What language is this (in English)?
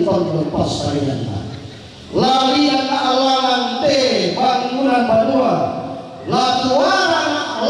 Toraja-Sa'dan